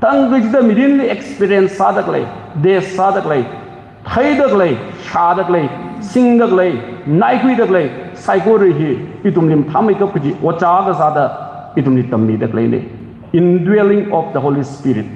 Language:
Tangkhul Naga (India)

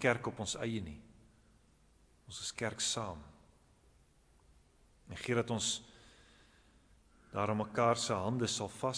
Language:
Afrikaans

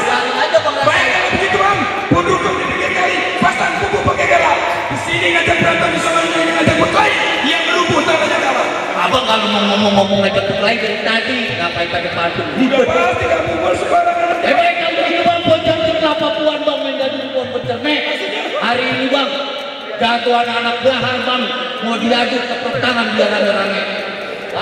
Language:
Betawi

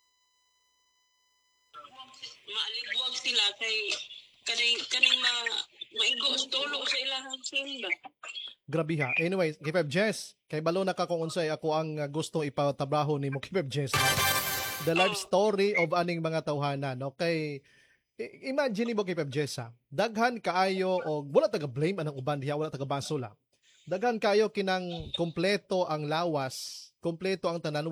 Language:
Cebuano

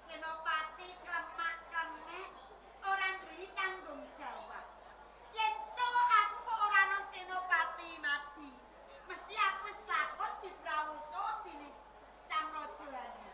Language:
Javanese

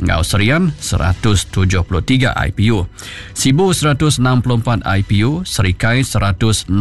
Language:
Iban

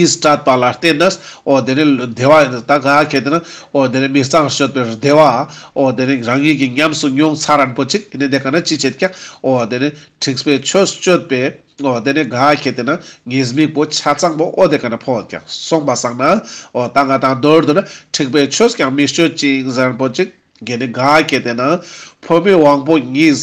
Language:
Ladakhi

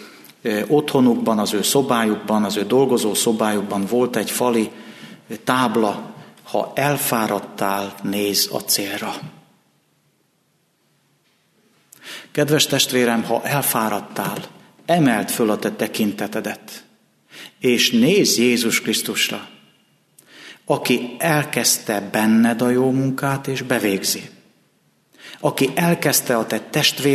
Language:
Hungarian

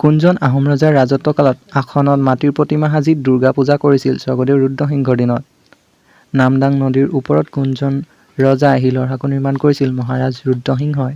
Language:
Assamese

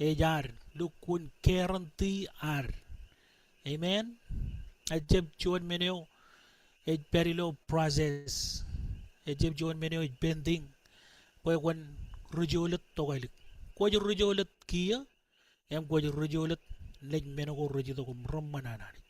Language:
Marshallese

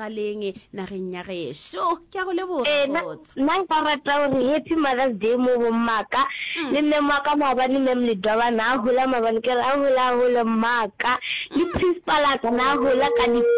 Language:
Northern Sotho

